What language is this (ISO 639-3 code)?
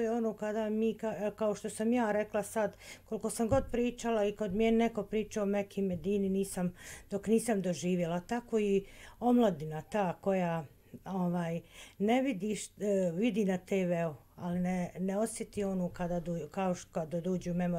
bos